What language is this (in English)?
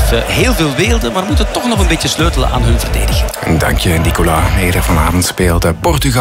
Dutch